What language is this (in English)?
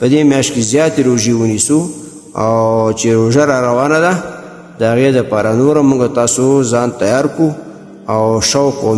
Pashto